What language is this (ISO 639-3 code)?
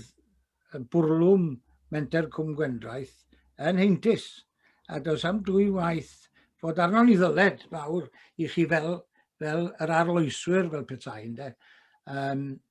cym